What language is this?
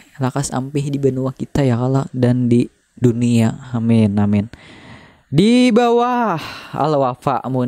Banjar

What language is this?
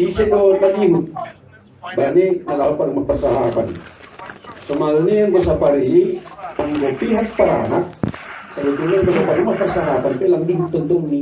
Batak Simalungun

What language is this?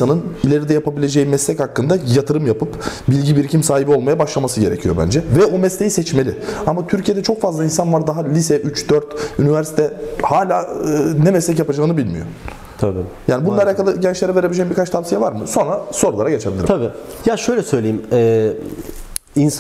Turkish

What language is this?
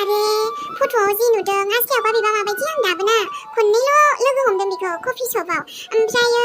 Bodo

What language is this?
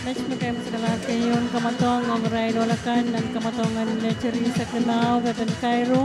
Pohnpeian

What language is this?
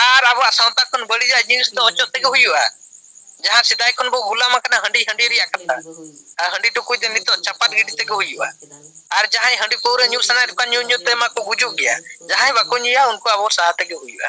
Santali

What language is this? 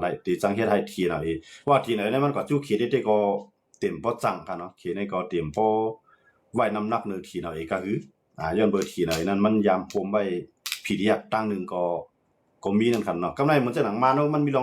Shan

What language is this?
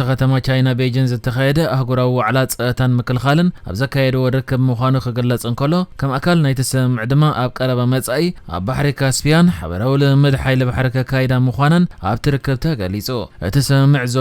Tigrinya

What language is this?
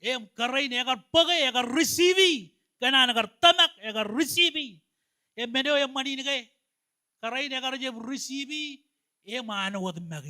Marshallese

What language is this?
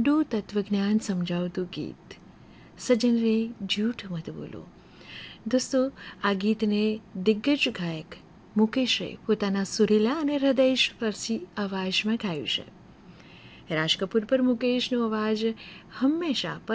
Gujarati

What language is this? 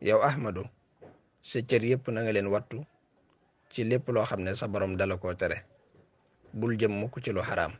Wolof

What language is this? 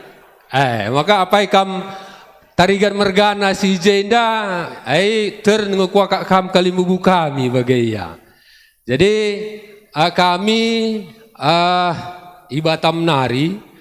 Batak Karo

